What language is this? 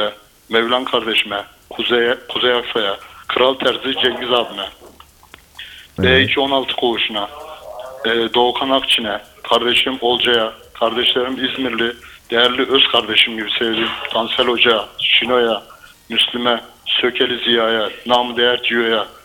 Turkish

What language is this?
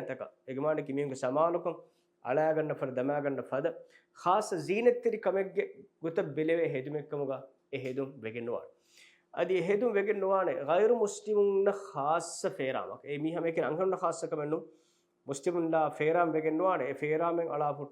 Divehi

